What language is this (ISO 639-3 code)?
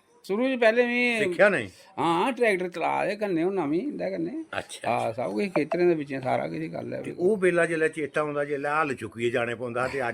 doi